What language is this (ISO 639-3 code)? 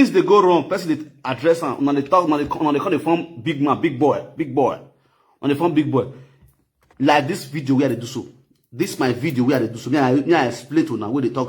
pcm